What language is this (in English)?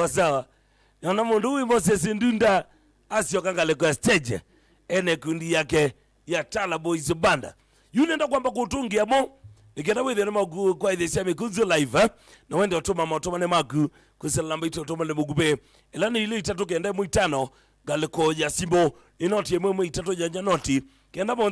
Kamba